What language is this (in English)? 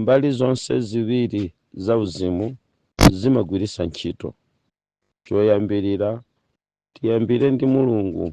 Nyanja